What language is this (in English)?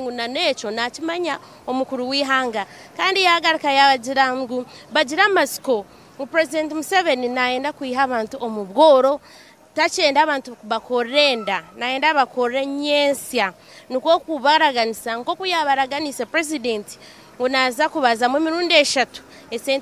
Nyankole